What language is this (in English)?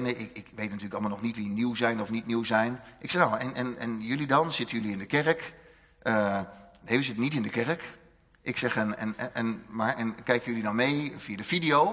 Dutch